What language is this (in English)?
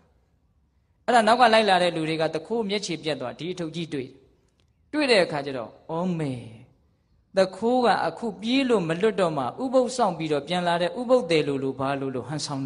Burmese